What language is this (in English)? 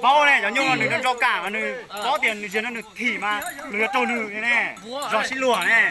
Hmong